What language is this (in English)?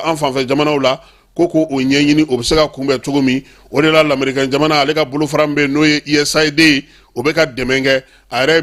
Bambara